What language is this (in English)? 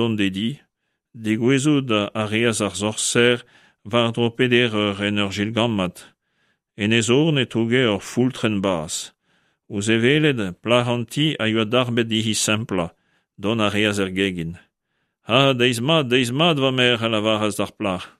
Breton